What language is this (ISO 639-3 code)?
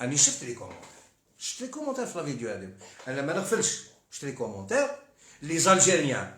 arq